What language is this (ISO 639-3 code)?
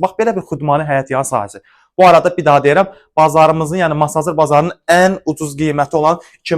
aze